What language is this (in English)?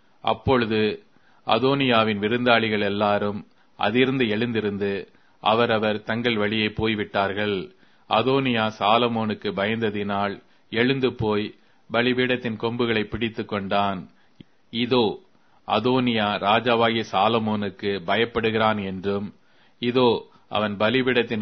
Tamil